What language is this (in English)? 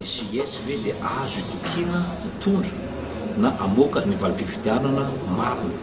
Malagasy